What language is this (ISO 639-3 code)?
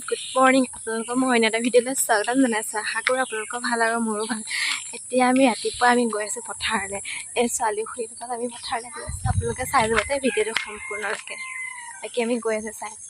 asm